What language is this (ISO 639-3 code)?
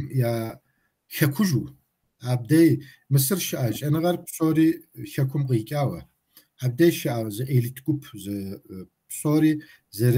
kbd